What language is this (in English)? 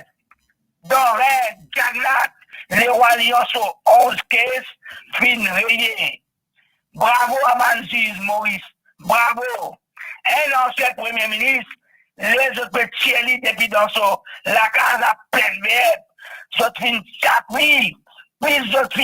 Morisyen